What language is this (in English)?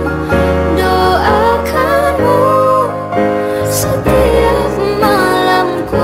Indonesian